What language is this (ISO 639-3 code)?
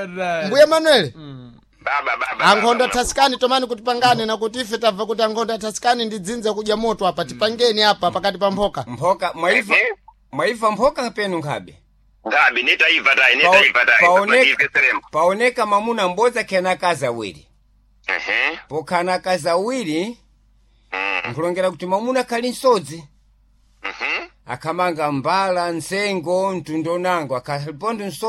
seh